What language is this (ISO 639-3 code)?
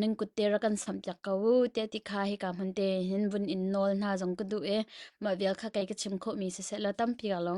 cnh